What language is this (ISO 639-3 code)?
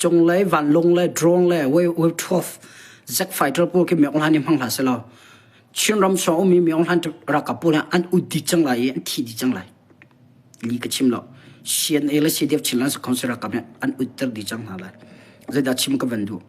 cnh